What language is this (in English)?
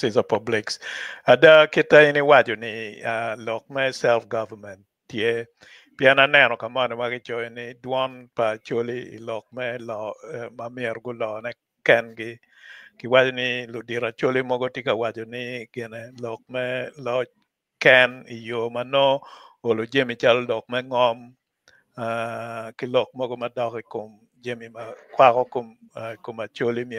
Acoli